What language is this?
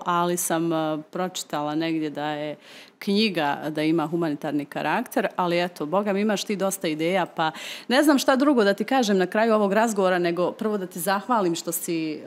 Bosnian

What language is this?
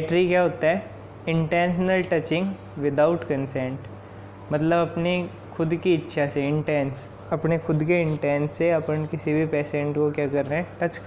Hindi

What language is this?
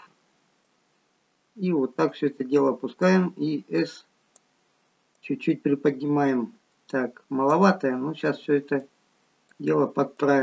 Russian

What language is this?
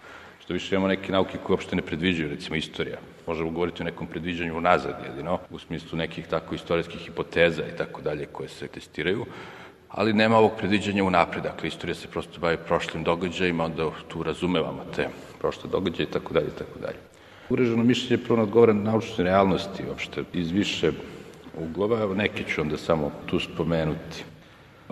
Serbian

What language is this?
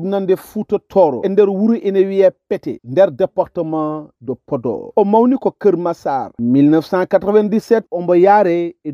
Fula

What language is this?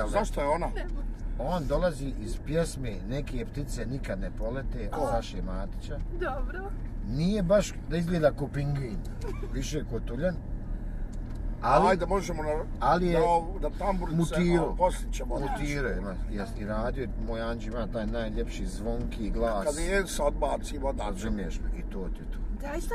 Bosnian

